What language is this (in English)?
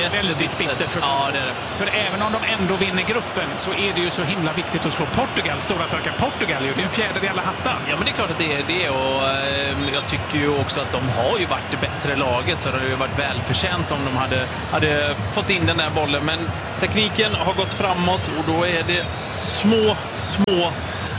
Swedish